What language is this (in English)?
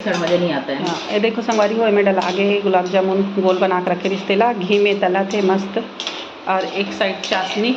Chhattisgarhi